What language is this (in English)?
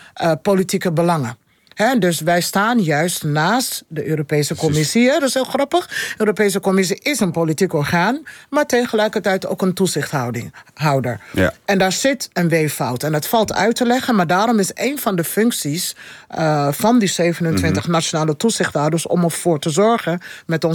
Dutch